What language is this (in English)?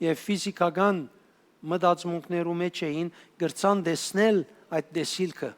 Western Armenian